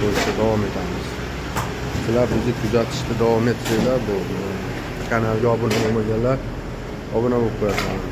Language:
Uzbek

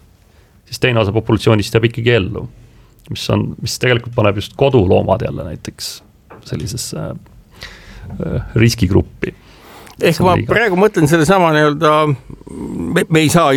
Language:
Estonian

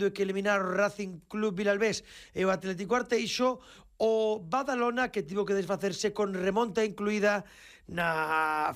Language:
Galician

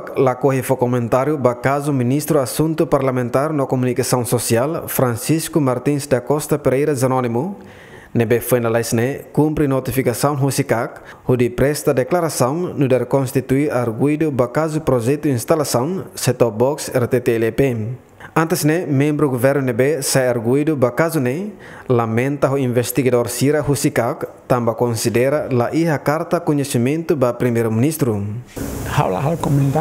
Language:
Tetum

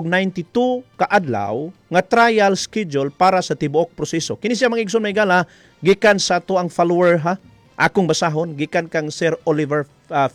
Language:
Cebuano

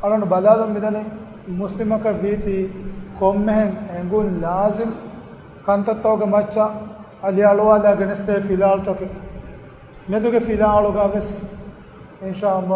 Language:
Divehi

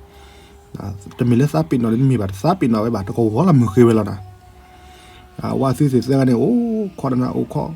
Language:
S'gaw Karen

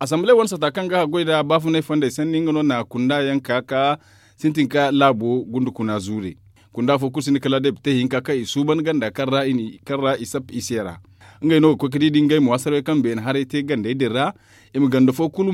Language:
Zarma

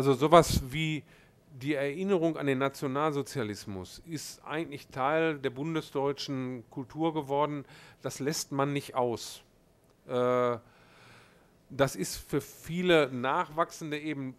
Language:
German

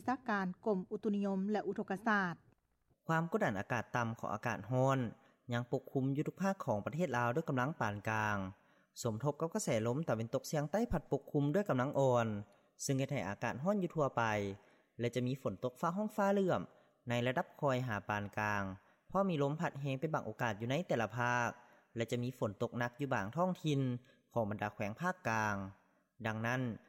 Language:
Lao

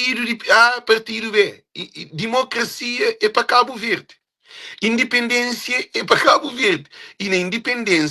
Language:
Kabuverdianu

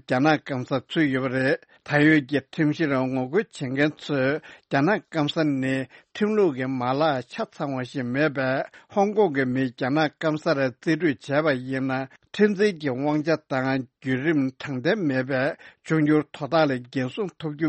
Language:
Tibetan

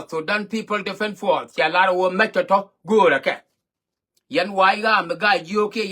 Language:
Nuer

